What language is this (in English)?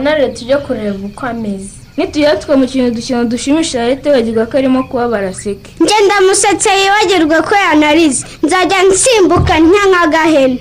Kinyarwanda